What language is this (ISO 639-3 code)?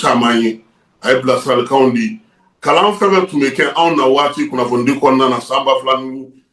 bam